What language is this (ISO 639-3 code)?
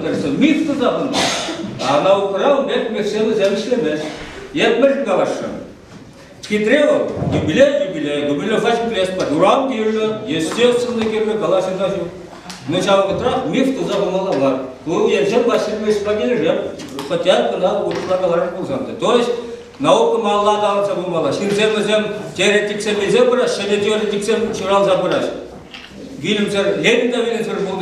chv